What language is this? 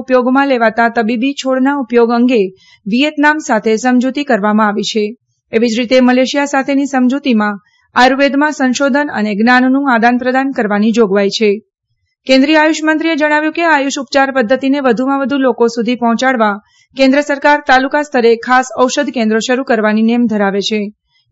Gujarati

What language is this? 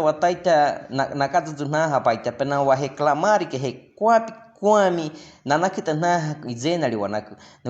Baniwa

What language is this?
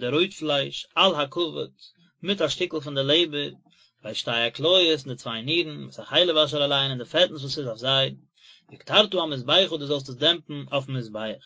Yiddish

